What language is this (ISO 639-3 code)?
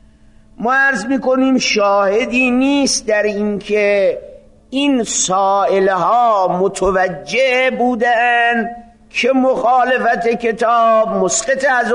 fas